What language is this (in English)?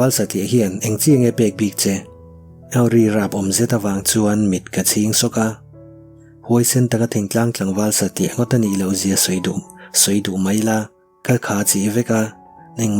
Mizo